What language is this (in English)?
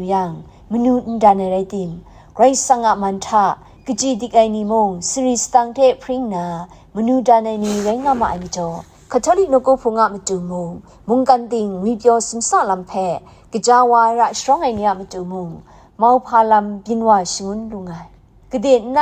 Kachin